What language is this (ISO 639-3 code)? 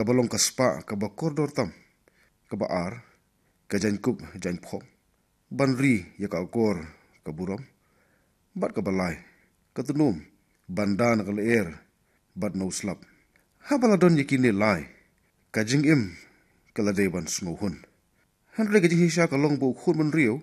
kha